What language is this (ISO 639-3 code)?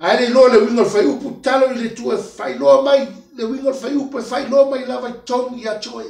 smo